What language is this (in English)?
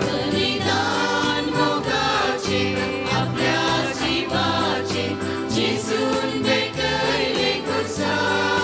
Konkani